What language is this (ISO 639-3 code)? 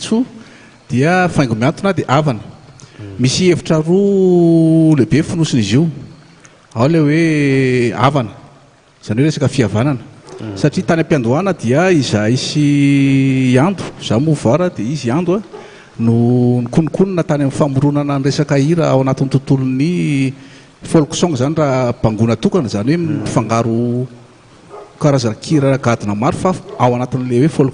mlg